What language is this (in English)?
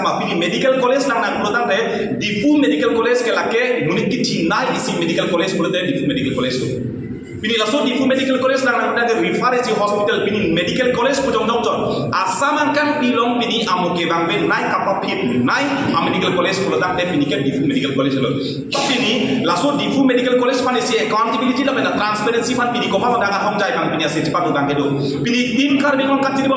Karbi